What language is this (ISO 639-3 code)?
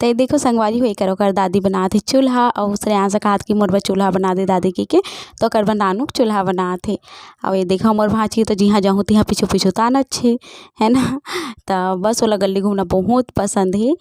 hne